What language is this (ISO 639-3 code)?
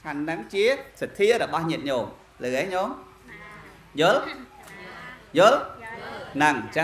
khm